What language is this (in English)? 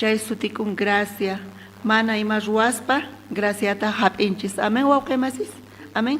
South Bolivian Quechua